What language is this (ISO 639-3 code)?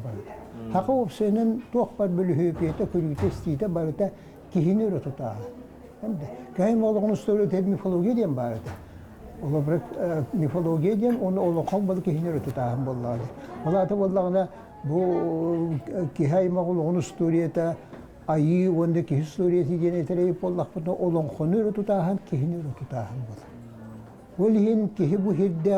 sah